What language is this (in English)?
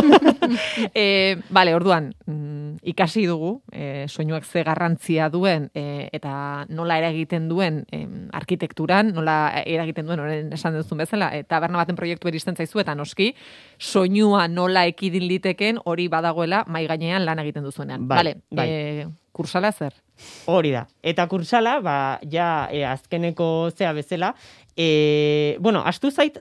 Basque